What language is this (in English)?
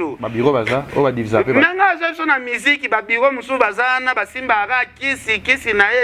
Lingala